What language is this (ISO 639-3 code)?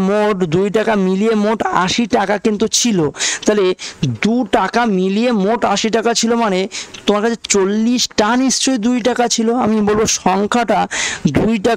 ben